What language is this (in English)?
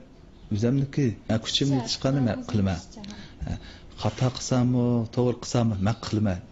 Uyghur